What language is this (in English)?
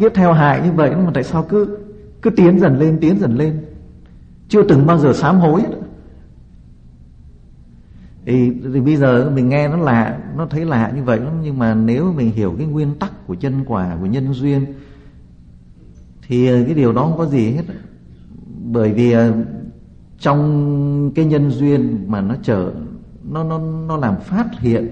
Vietnamese